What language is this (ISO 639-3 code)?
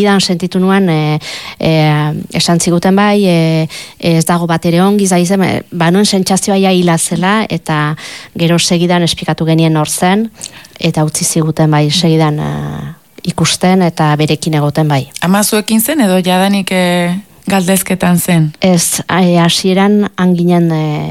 eus